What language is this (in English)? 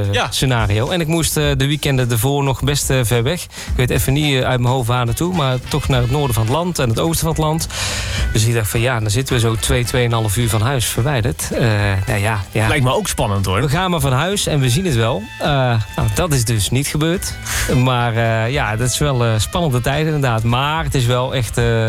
Dutch